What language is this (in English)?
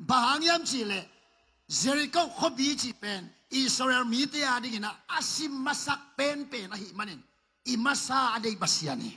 Tedim Chin